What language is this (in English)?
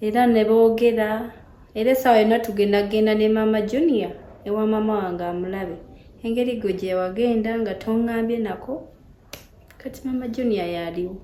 Ganda